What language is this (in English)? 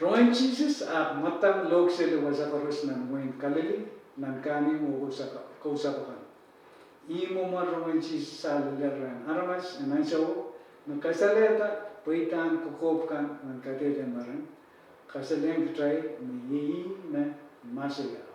Pohnpeian